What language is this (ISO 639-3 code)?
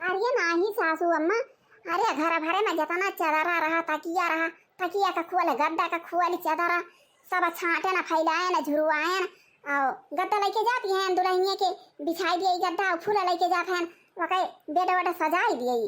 awa